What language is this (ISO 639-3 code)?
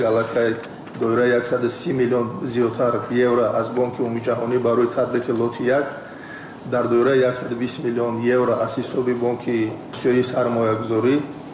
tgk